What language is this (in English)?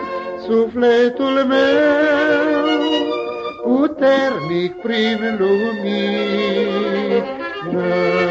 Romanian